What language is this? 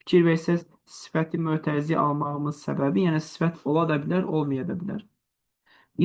Azerbaijani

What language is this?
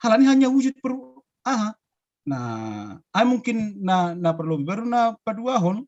Batak Simalungun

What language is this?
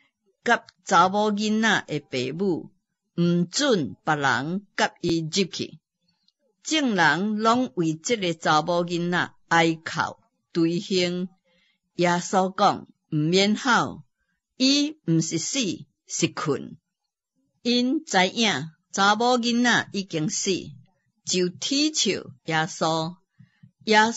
Min Nan Chinese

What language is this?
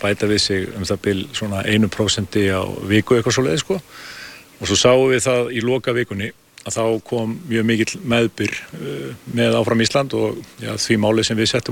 Icelandic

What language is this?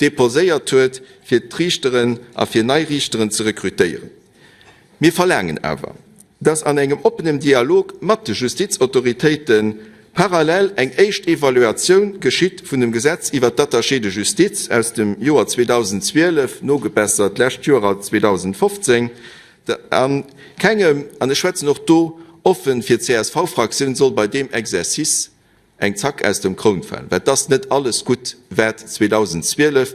Luxembourgish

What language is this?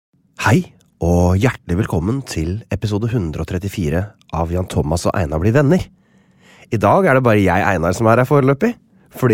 Norwegian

